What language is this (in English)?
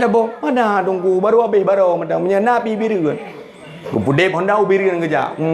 Achinese